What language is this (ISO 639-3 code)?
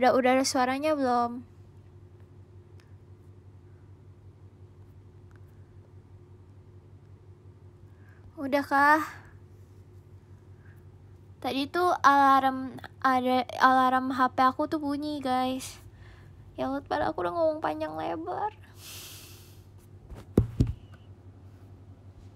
ind